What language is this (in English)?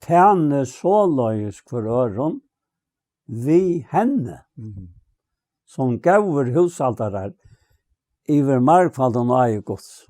Faroese